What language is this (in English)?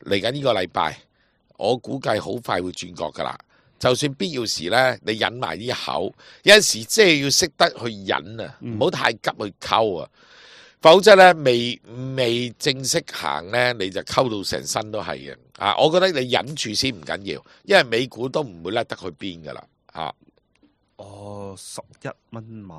Cantonese